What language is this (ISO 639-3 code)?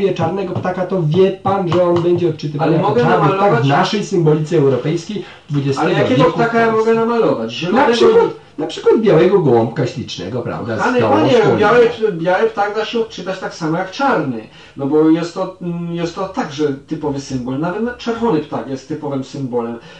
pol